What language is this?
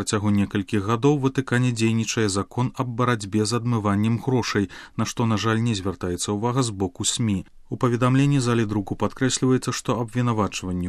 Belarusian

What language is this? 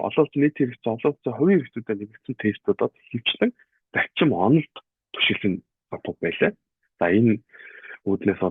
Mongolian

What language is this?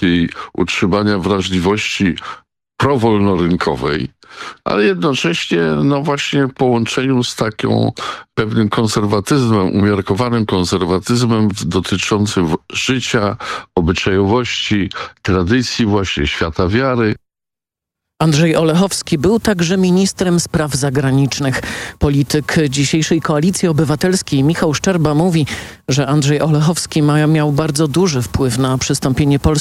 Polish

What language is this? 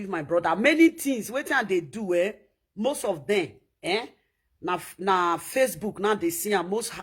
Nigerian Pidgin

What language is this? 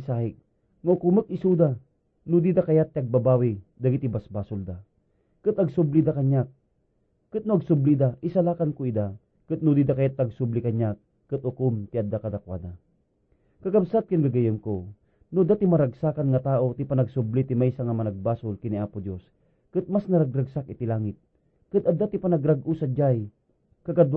Iloko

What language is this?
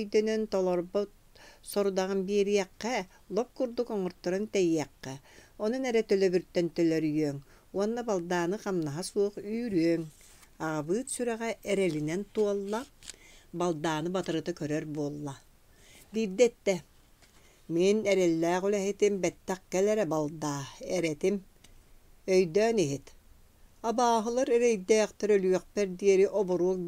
Yakut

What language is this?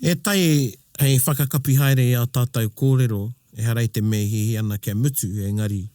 Māori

